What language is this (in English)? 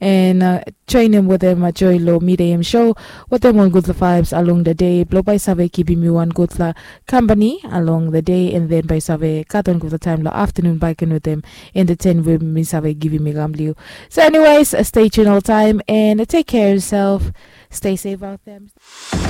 Bislama